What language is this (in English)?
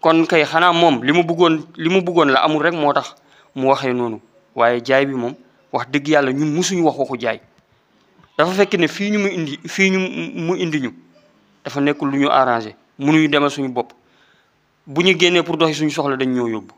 Wolof